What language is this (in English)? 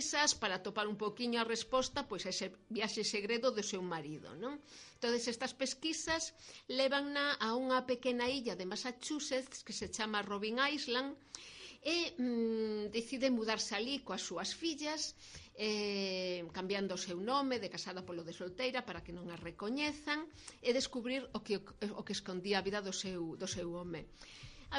Galician